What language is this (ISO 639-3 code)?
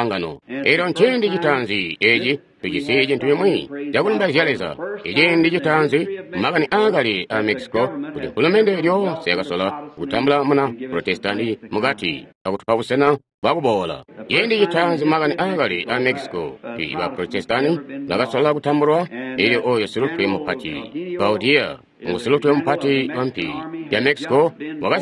toi